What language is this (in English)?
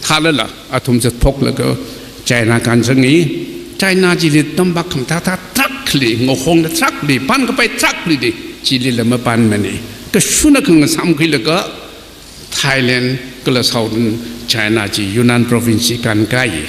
Tangkhul Naga (India)